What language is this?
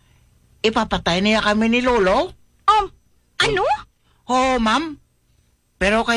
Hiligaynon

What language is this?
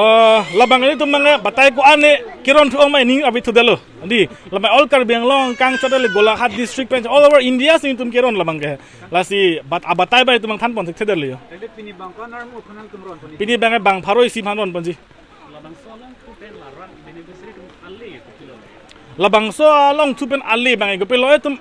Karbi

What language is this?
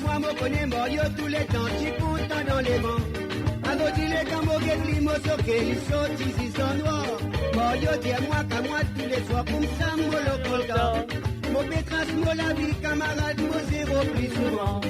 Morisyen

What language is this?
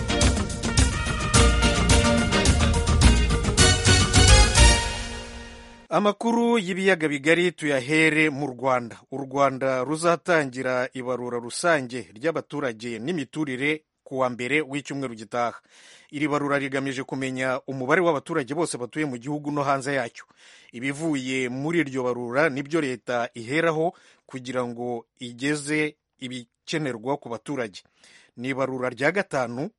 Kinyarwanda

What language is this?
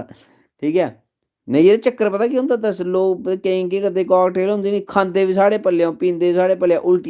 Dogri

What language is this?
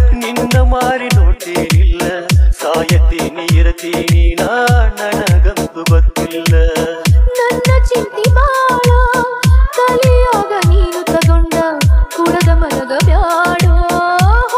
Kannada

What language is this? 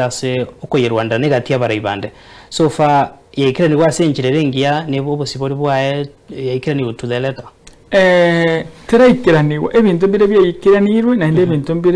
Gusii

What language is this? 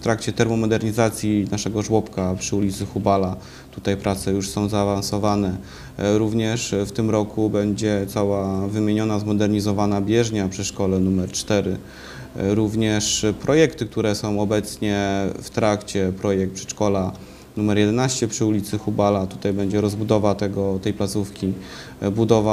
Polish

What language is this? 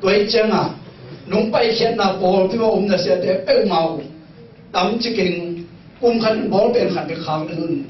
Tedim Chin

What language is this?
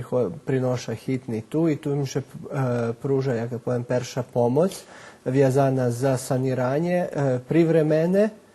Rusyn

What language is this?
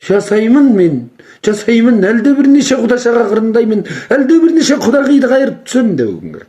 Kazakh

